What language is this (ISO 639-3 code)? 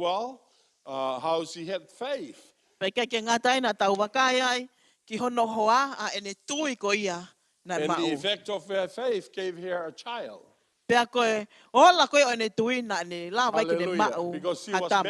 ton